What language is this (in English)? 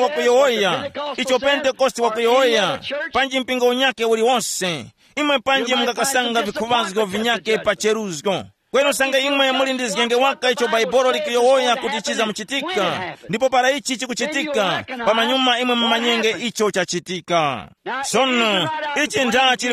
Tumbuka